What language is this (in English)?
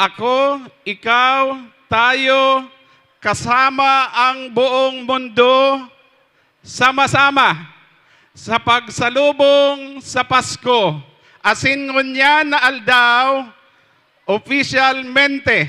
Bikol